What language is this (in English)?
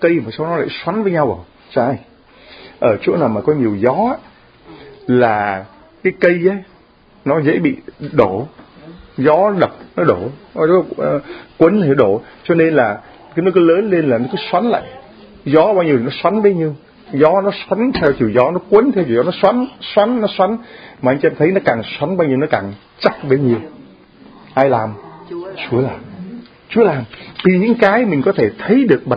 Vietnamese